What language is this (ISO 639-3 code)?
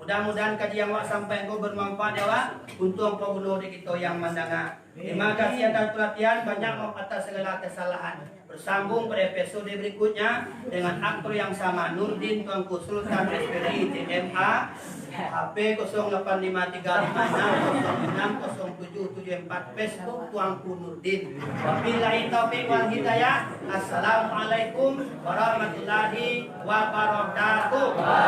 min